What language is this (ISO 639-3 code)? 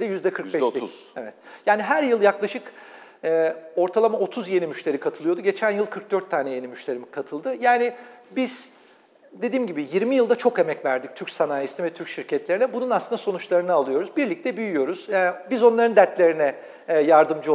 tur